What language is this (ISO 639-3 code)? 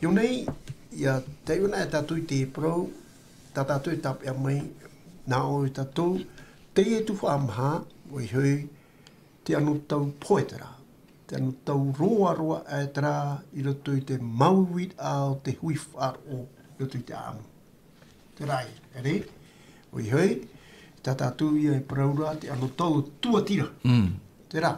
tah